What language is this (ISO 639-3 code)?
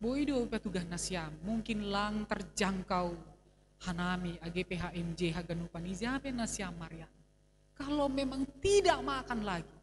bts